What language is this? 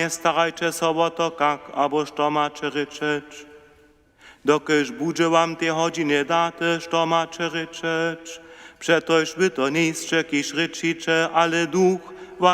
Upper Sorbian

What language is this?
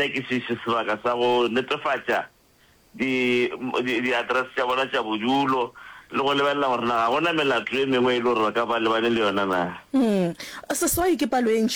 Northern Sotho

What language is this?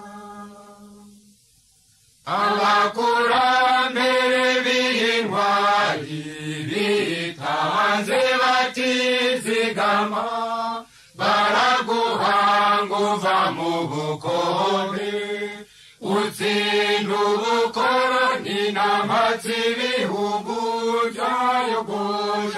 Kinyarwanda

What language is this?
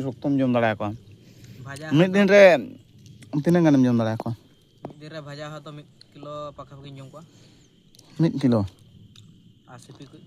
Santali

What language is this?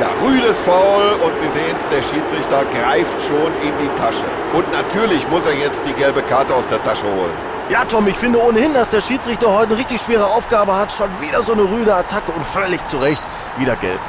Bavarian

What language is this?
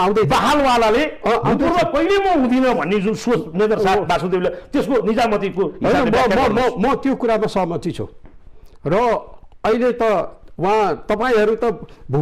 Nepali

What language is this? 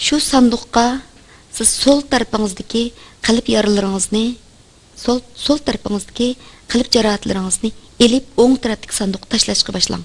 Uyghur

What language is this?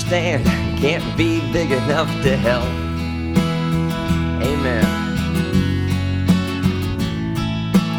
Greek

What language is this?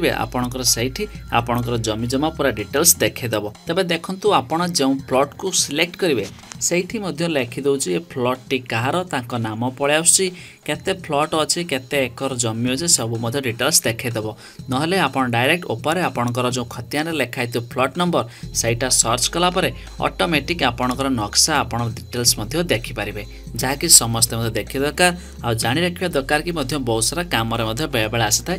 Odia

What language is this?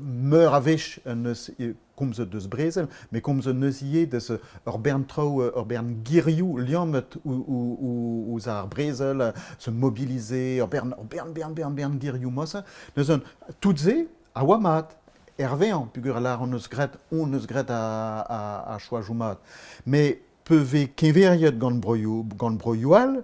Breton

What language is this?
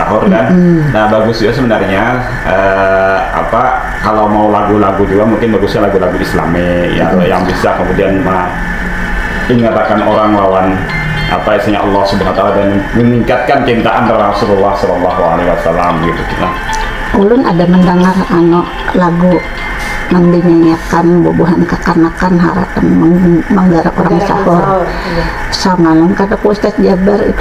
Banjar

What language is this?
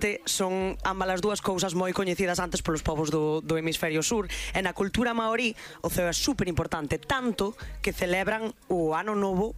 Galician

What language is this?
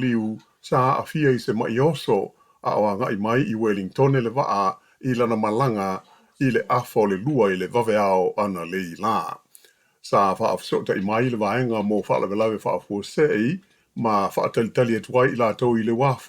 Samoan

